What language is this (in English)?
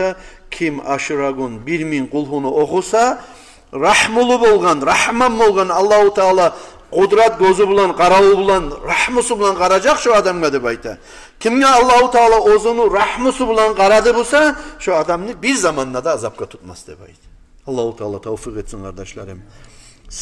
Kumyk